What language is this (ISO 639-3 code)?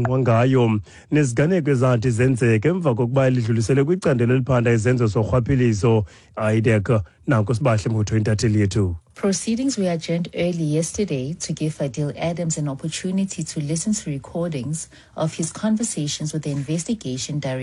xho